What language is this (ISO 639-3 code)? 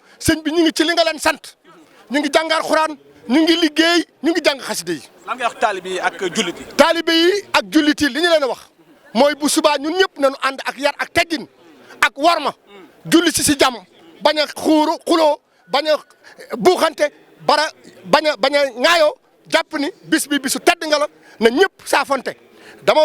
wol